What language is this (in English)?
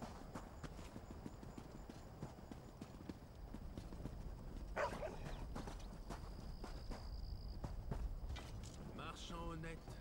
French